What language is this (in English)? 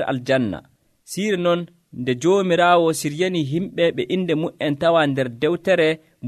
Nigerian Fulfulde